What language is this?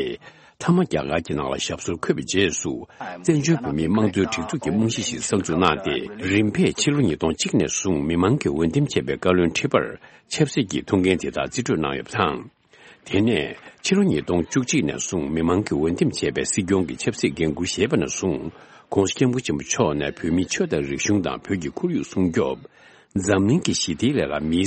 Tibetan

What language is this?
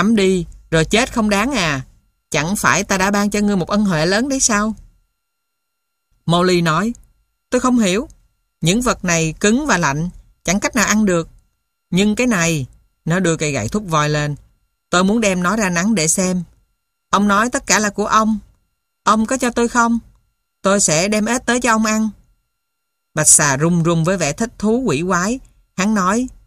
Vietnamese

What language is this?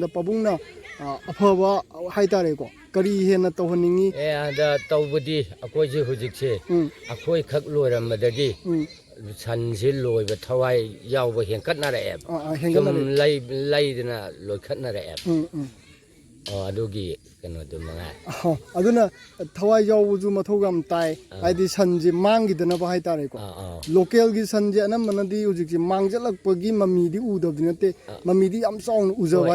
Manipuri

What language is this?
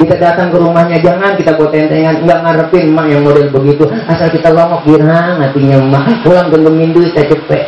Betawi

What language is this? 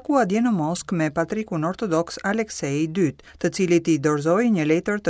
Albanian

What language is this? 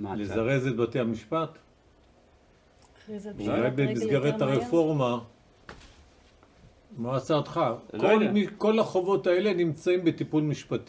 Hebrew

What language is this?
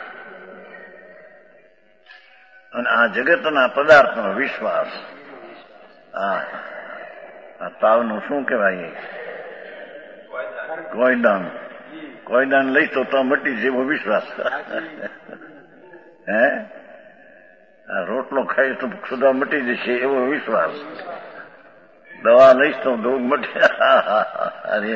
Gujarati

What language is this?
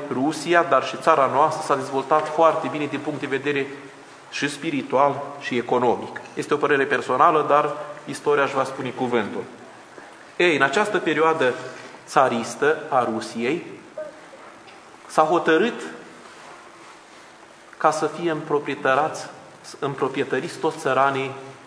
Romanian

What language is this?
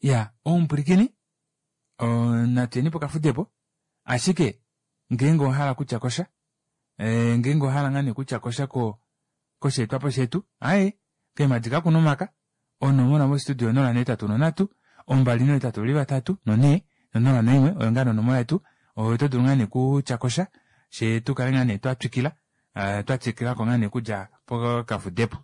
Kuanyama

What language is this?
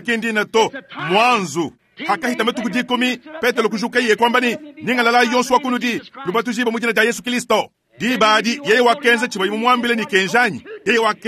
Luba-Lulua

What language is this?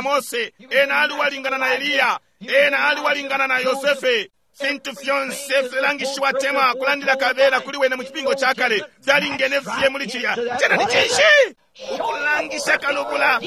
Bemba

